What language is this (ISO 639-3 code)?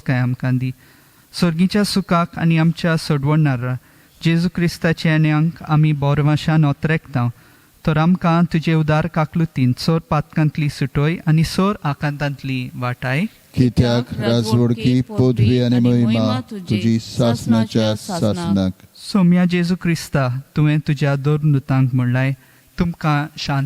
kok